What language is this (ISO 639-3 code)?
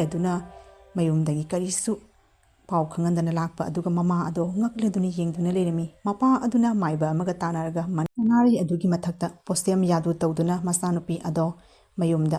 mni